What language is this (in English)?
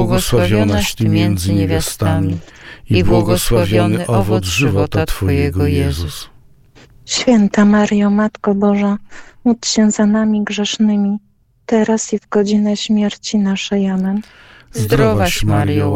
Polish